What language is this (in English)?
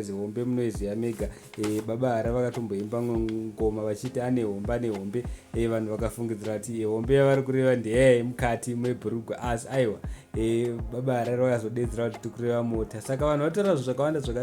Shona